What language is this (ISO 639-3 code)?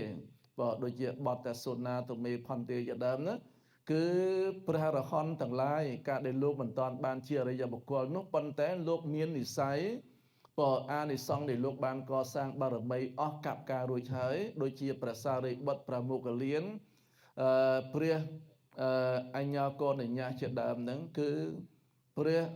khm